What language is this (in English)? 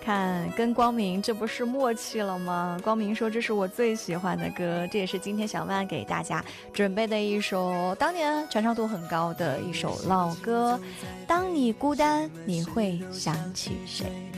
Chinese